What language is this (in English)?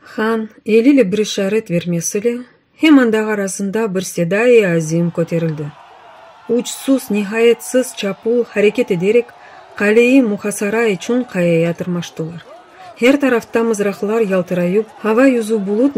Crimean Tatar